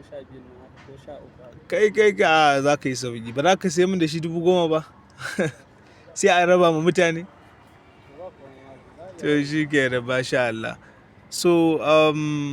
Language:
Hausa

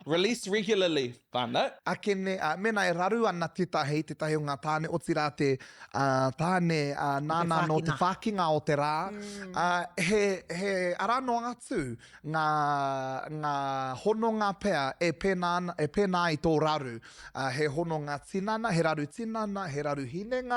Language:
Māori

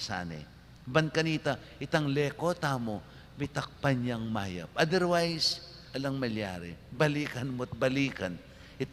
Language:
Pampanga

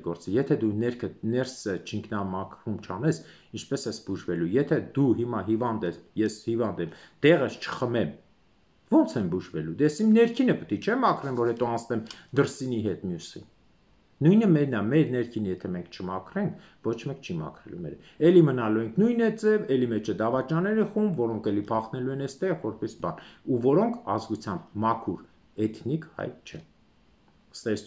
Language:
Armenian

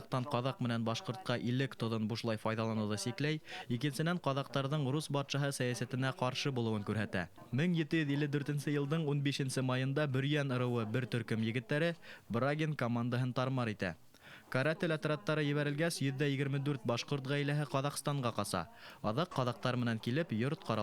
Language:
Bashkir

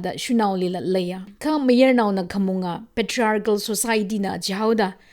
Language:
Tangkhul Naga (India)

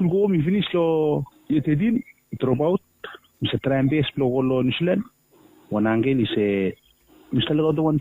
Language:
Bislama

